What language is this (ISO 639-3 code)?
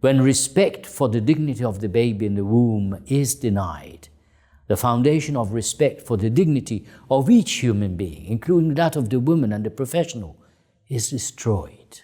eng